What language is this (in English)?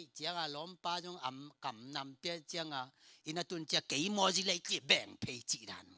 Tedim Chin